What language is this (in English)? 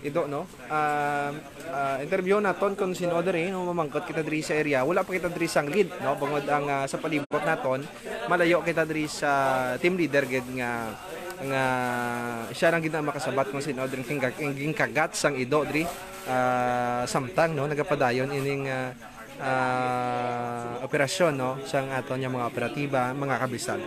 Hiligaynon